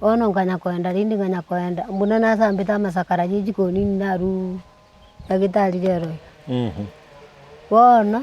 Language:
Gusii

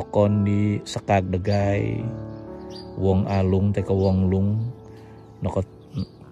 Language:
Central Dusun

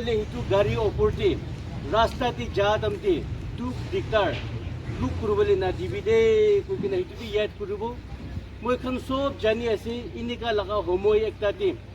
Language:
Naga Pidgin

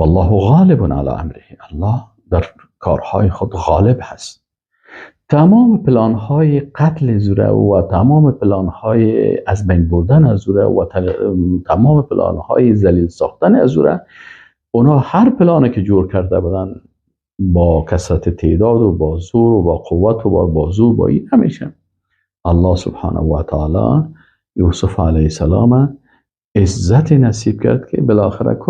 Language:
Persian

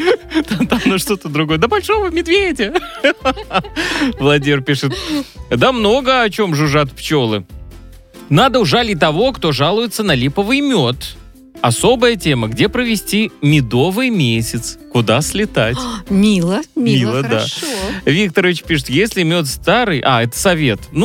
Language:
Russian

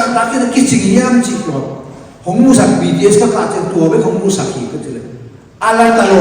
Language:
Tedim Chin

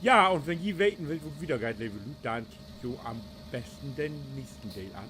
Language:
Low German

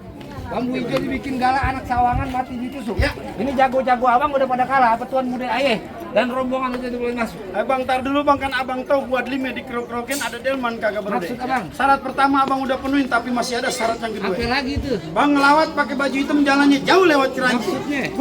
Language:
Betawi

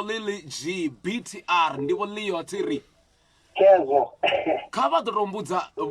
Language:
Venda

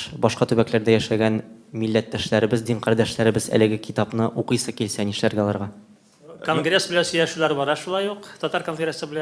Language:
Tatar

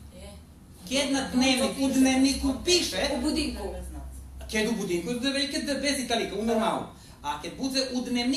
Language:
Rusyn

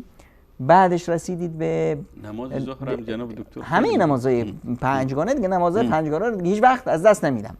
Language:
Persian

